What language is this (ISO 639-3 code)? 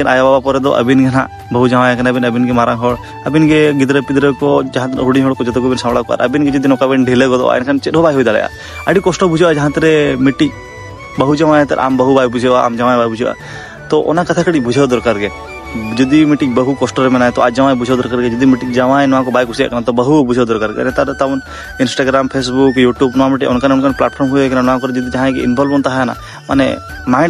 sat